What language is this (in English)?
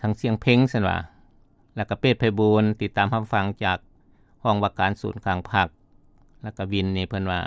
Lao